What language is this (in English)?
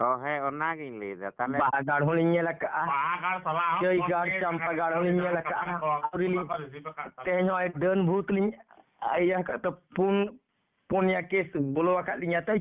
Santali